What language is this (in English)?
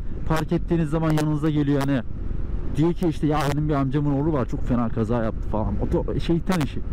Turkish